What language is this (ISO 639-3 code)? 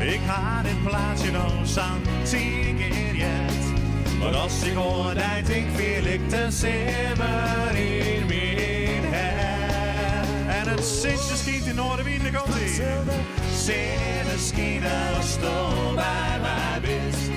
fry